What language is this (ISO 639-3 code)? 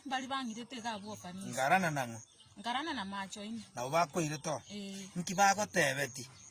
guz